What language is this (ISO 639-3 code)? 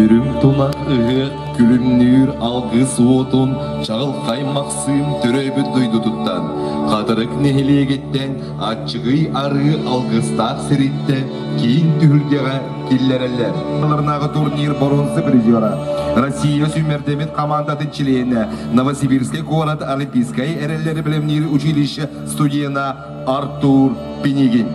sah